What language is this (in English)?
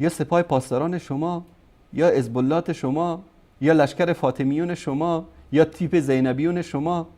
Persian